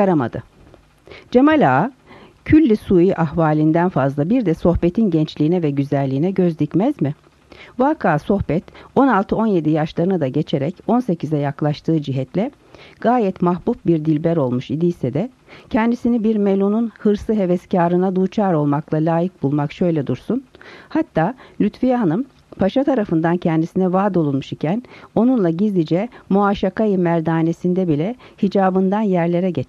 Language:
Turkish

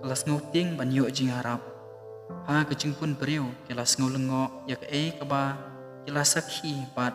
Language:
Khasi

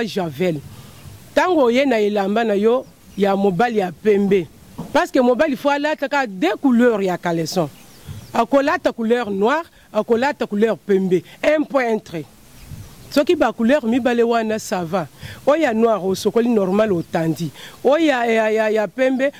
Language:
Lingala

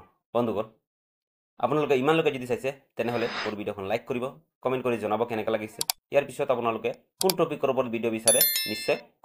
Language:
Assamese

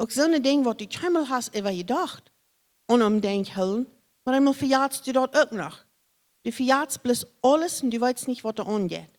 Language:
Plautdietsch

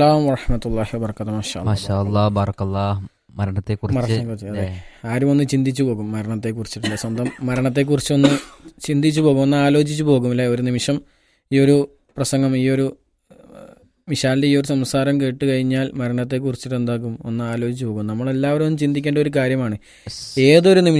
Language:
Malayalam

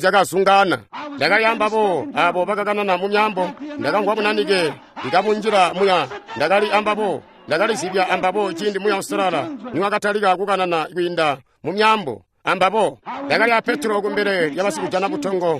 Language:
Tonga (Zambia)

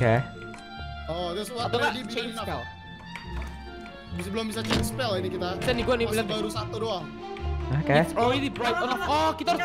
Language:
Indonesian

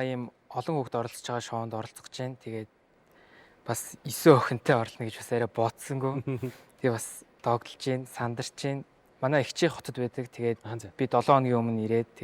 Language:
Mongolian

